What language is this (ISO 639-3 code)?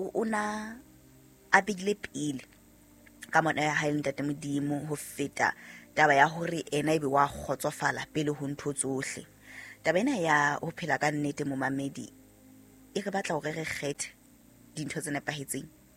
sot